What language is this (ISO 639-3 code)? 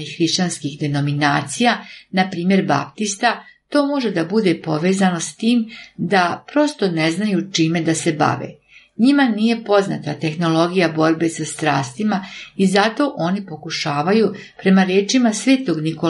srp